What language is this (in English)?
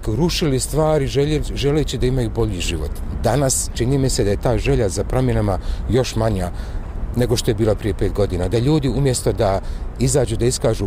Bosnian